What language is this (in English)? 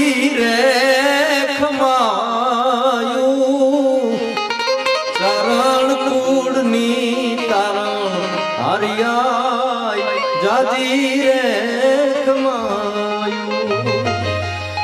Gujarati